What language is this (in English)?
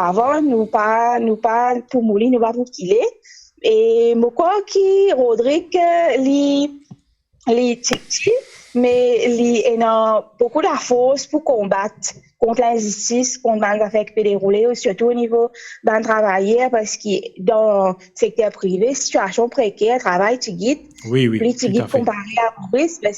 Morisyen